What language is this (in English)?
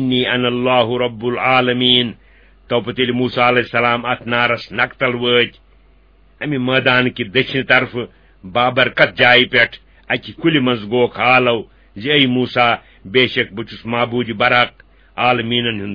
Kashmiri